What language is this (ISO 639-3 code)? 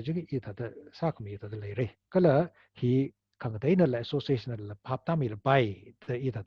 nmf